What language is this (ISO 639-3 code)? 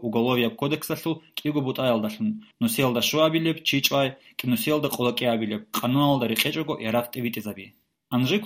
ava